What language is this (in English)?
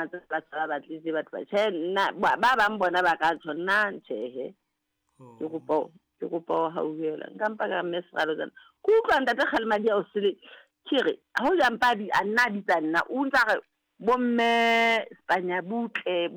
Southern Sotho